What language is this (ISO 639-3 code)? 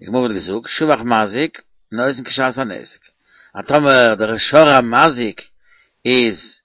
yid